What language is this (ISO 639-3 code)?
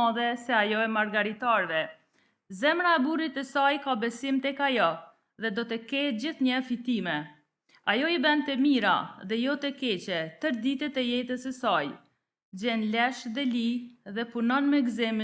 sqi